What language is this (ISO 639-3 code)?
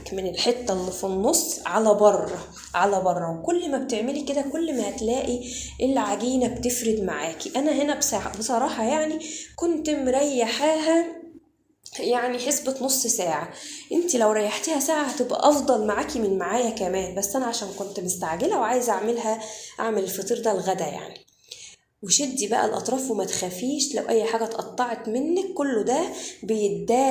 arz